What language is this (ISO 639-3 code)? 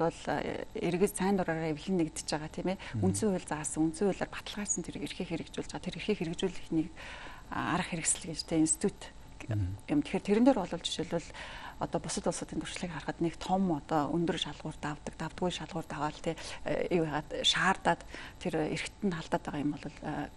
mon